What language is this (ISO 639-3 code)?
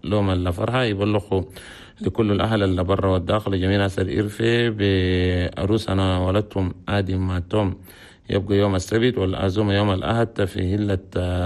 shu